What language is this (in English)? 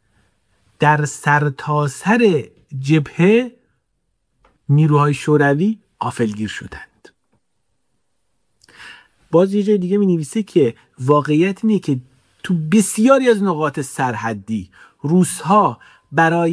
Persian